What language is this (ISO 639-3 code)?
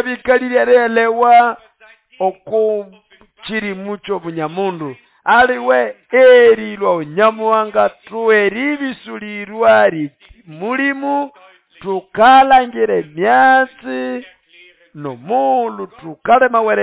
nnb